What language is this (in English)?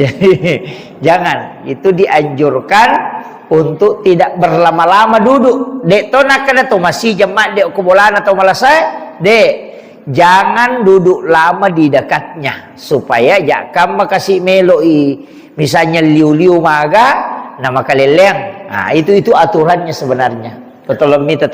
Buginese